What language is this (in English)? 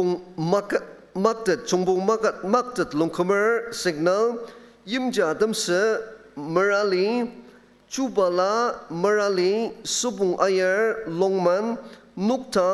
Ao Naga